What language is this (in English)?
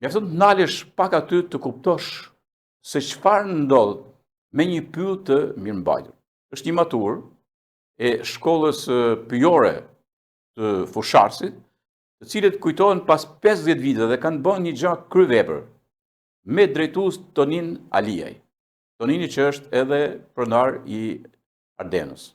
Albanian